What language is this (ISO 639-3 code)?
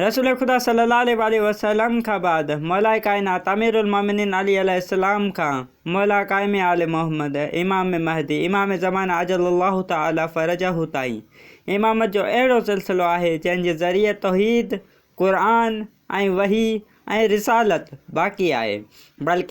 snd